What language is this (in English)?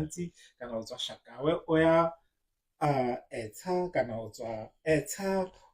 Tswana